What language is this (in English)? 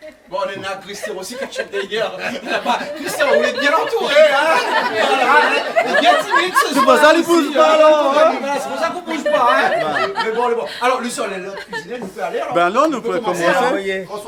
Réunion Creole French